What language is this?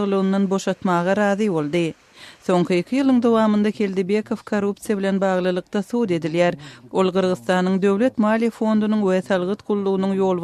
Turkmen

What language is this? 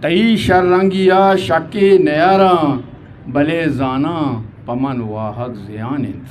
Eastern Balochi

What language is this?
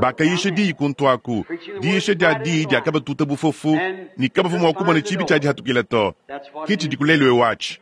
Luba-Lulua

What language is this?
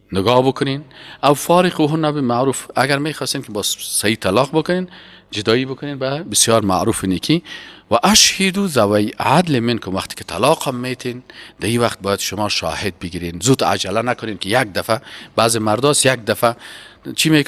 Persian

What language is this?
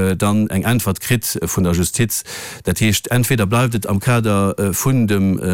Luxembourgish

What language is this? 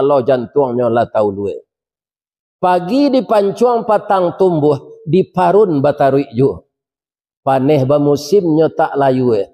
Minangkabau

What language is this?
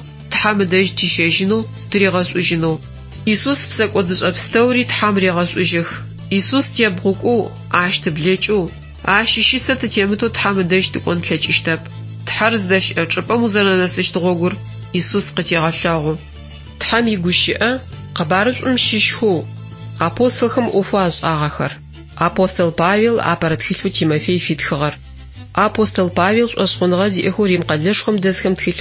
Adyghe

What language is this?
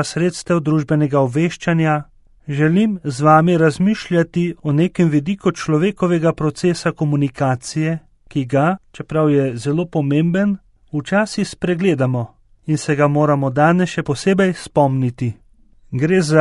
Slovenian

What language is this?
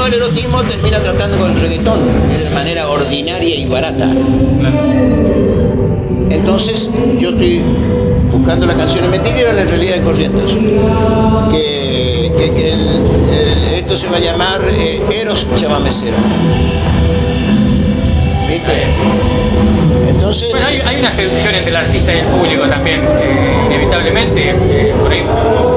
Spanish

